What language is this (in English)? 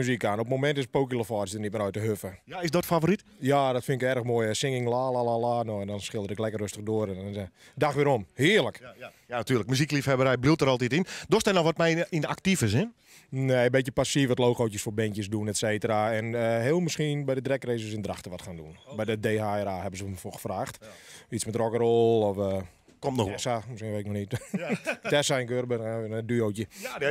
Western Frisian